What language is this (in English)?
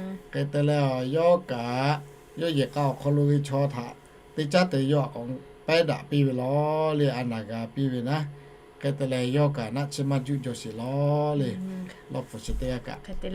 Lahu